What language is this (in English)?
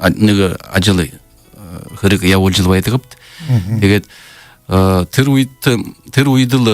Buriat